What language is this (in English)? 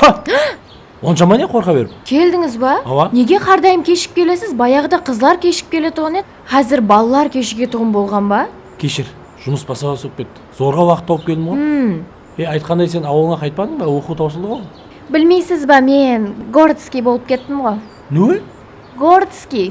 Kara-Kalpak